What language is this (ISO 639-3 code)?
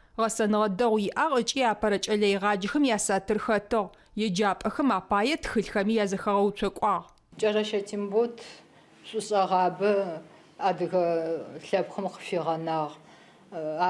ady